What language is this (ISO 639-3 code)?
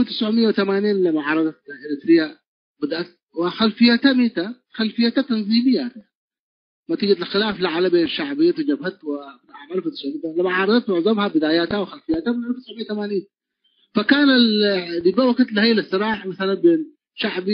tig